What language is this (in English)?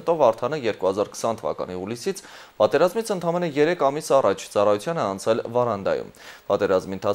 Armenian